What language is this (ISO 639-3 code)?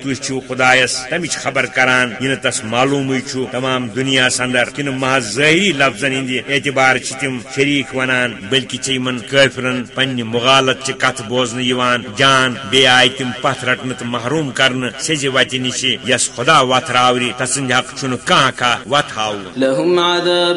kas